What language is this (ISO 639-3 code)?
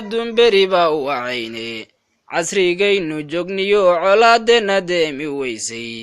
som